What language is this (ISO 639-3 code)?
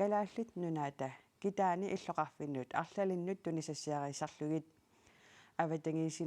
kal